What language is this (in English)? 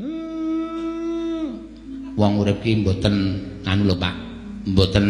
Javanese